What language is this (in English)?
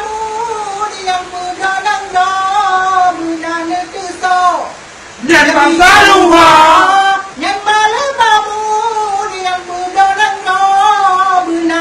Achinese